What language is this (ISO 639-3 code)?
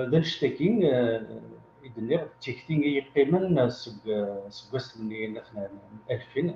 kab